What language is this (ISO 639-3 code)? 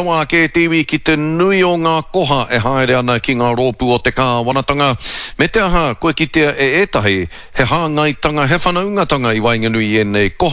mri